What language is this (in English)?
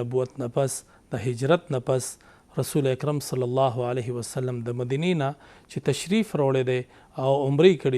Pashto